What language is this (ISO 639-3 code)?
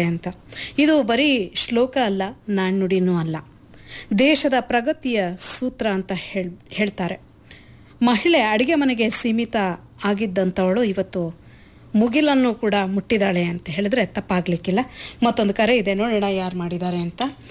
kan